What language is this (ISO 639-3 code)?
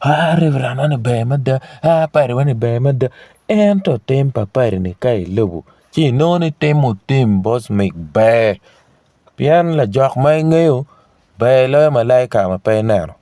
ach